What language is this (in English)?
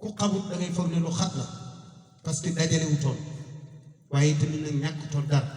Wolof